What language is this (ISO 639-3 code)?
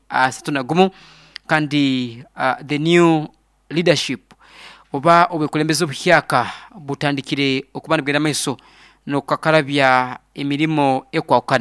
nyo